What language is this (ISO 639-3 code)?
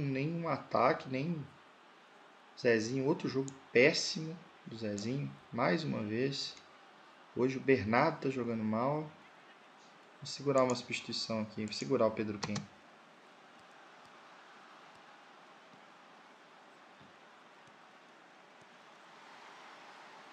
por